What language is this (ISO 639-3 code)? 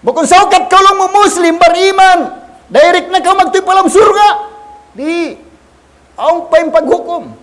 tsg